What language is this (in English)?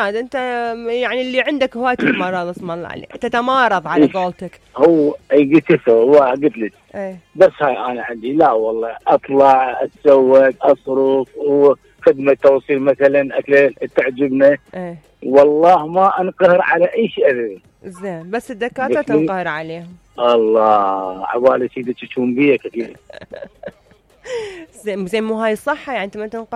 Mesopotamian Arabic